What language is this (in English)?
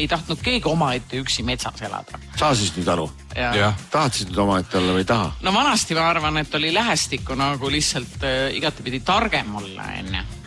Estonian